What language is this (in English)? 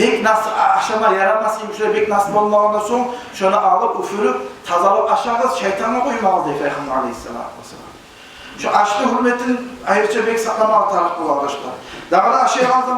Kumyk